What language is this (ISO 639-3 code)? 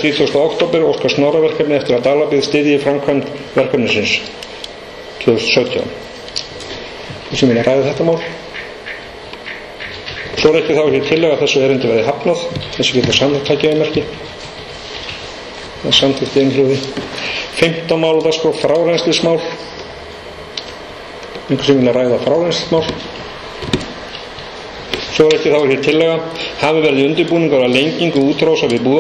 isl